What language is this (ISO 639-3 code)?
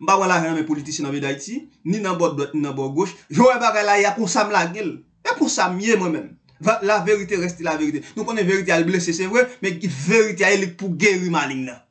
hat